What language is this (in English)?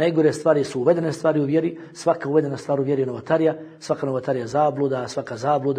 Bosnian